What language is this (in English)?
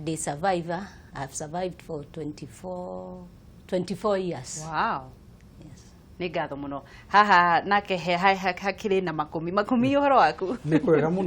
Kikuyu